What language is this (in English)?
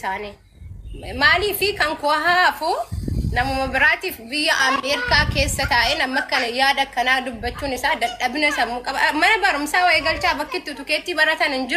Oromo